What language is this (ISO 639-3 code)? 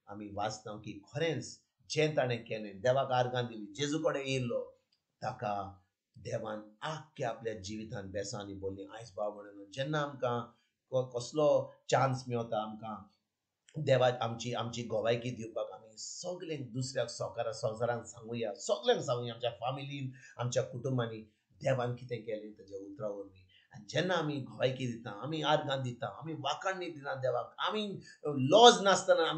kok